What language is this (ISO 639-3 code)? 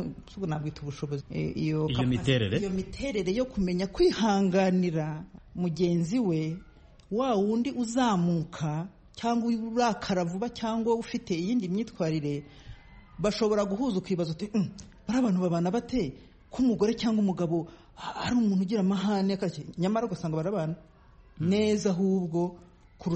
kin